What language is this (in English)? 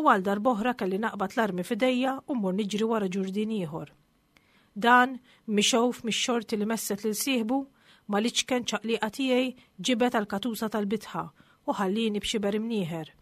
Maltese